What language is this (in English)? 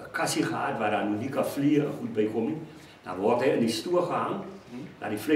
Afrikaans